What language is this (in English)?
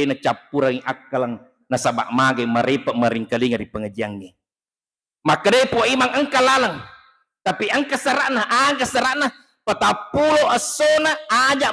Buginese